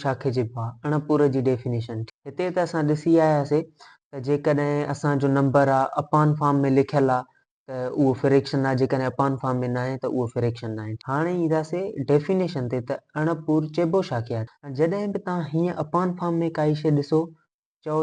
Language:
Sindhi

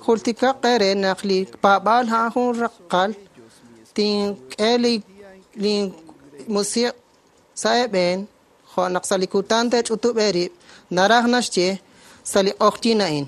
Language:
Kekchí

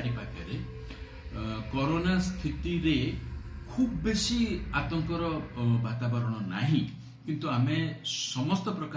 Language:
Odia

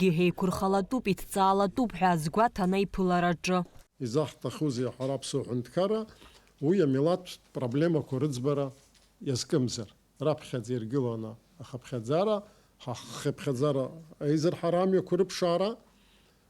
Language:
Abkhazian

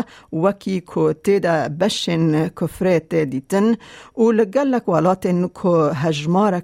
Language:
Kurdish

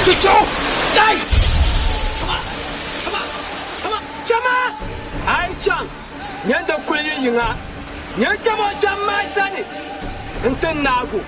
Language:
Dagbani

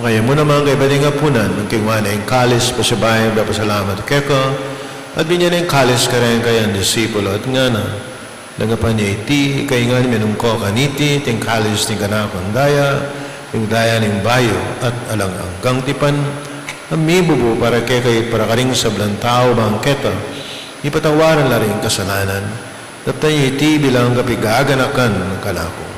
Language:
Pampanga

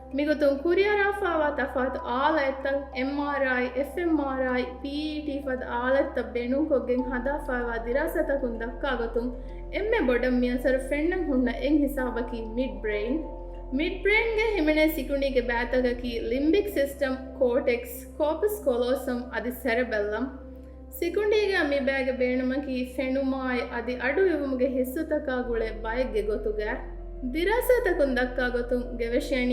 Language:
Divehi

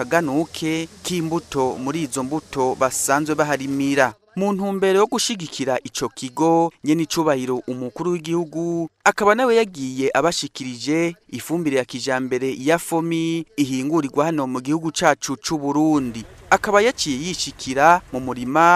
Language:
Rundi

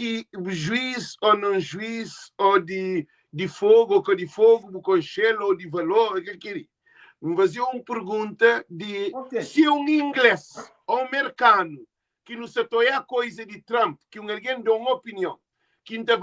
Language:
Kabuverdianu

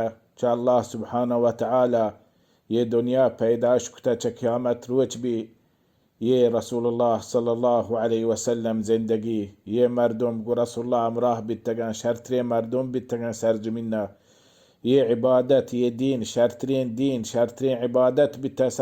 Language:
Baluchi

